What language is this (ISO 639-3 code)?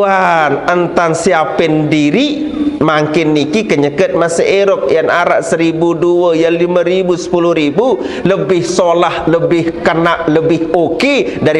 sas